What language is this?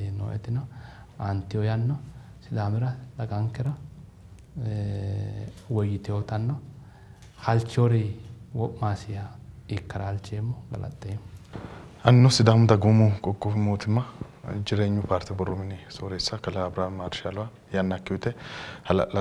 Sidamo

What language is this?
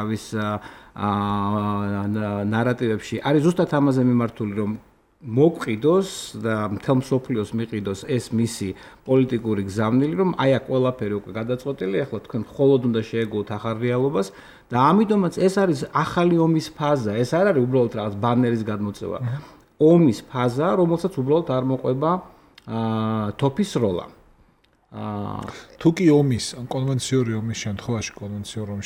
Georgian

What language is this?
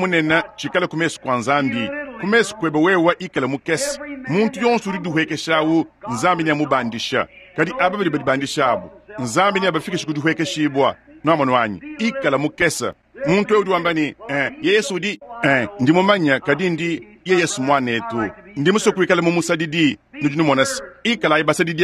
Luba-Lulua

